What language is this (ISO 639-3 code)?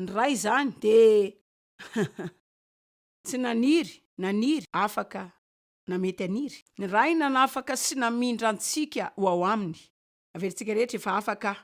mlg